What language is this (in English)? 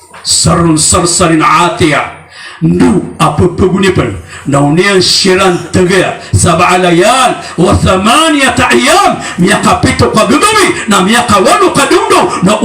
Maranao